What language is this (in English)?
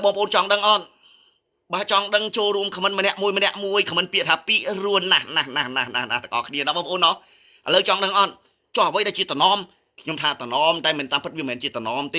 Khmer